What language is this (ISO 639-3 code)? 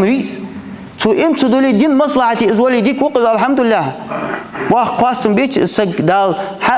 inh